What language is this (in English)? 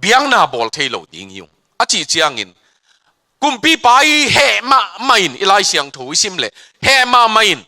Tedim Chin